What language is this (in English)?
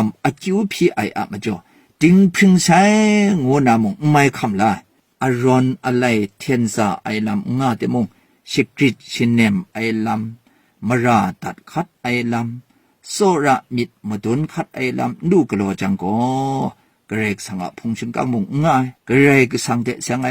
Kachin